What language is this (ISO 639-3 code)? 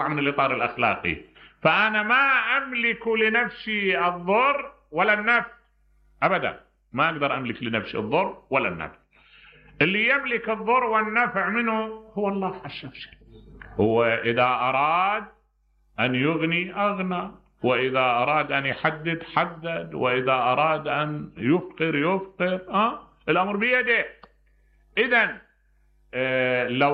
acm